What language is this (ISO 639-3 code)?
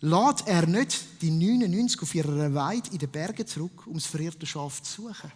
gsw